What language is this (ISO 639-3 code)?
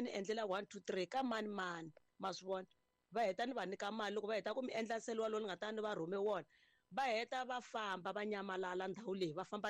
tso